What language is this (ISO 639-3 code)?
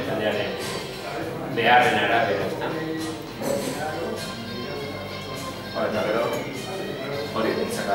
eus